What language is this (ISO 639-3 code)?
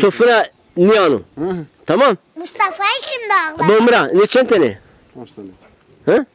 zza